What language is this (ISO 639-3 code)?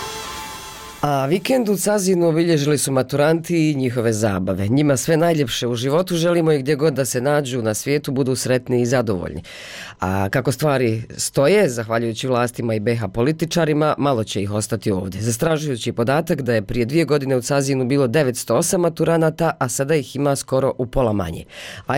bos